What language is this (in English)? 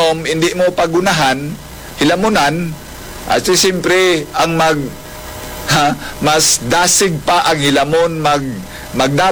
Hiligaynon